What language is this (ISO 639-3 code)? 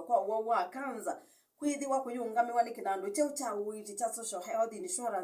kam